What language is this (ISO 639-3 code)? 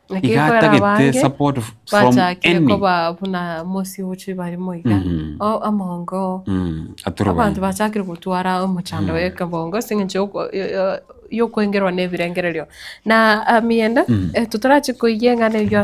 guz